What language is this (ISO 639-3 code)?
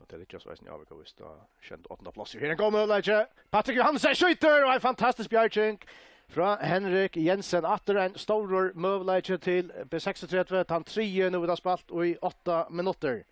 fao